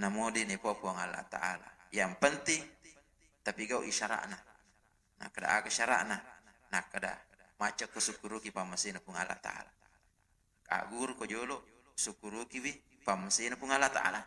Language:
Buginese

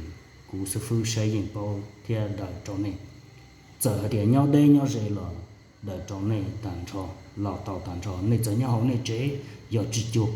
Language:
Hmong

